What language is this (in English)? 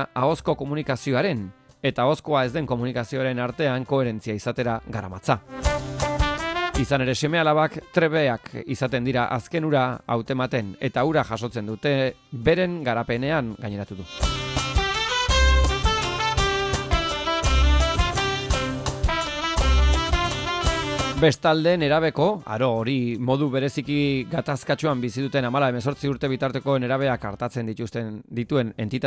Basque